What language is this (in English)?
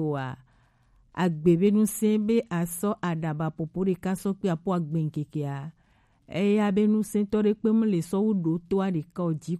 Gen